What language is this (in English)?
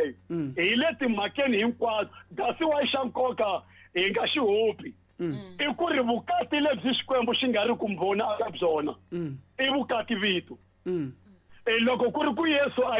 Tsonga